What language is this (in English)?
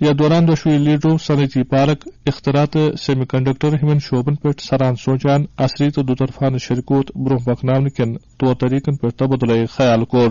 Kashmiri